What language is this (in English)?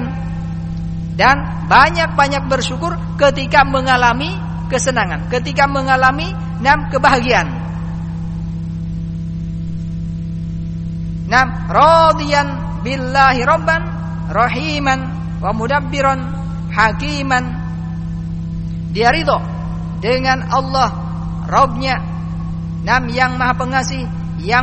Indonesian